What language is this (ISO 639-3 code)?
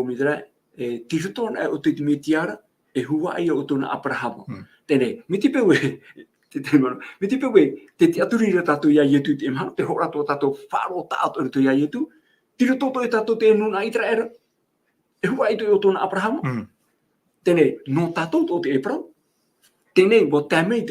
tah